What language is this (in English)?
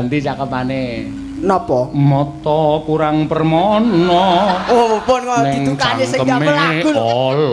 Javanese